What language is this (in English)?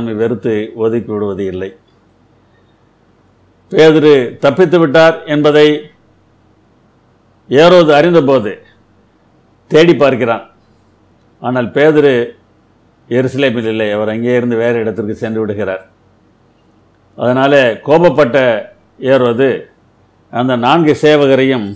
Tamil